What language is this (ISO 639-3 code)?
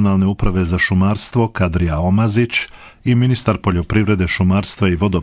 bos